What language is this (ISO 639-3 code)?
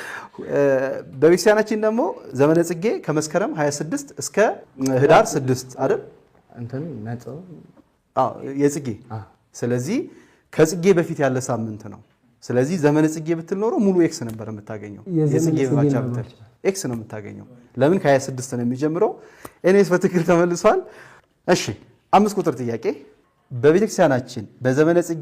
amh